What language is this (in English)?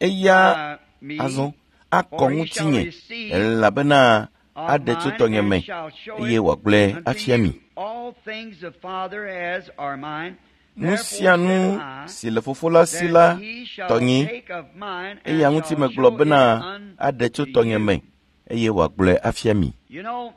Ewe